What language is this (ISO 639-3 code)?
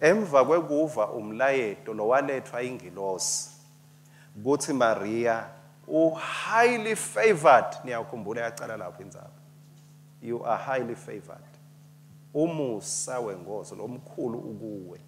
ssw